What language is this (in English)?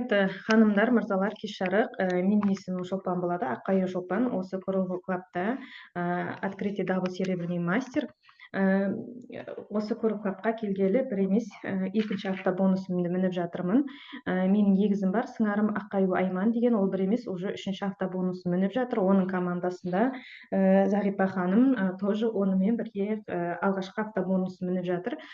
Kazakh